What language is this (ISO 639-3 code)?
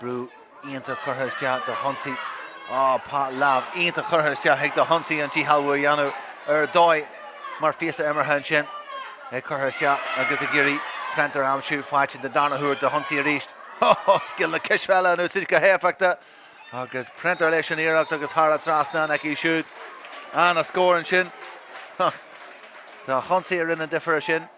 gle